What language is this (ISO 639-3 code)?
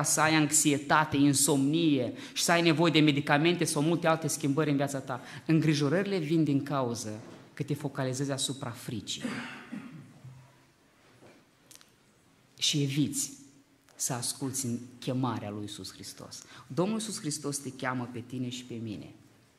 ron